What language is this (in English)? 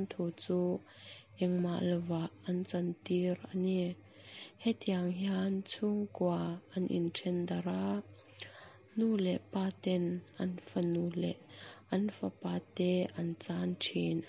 Mizo